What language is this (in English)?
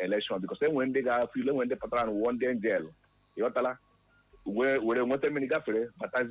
Igbo